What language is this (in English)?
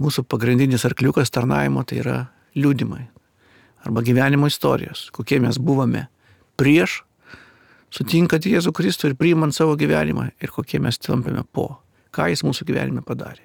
Lithuanian